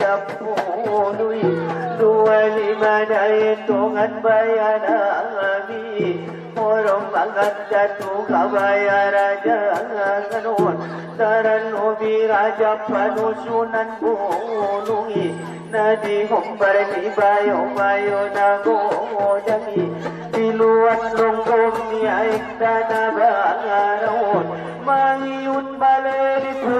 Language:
Batak Angkola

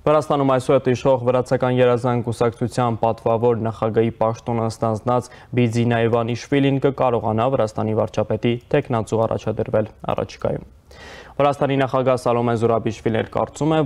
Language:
Armenian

